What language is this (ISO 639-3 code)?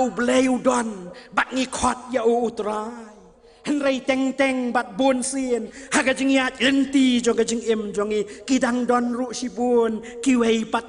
kha